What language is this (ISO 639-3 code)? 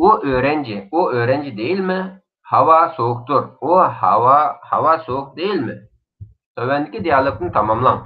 uig